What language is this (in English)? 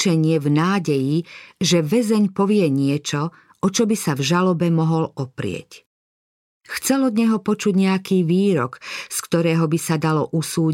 Slovak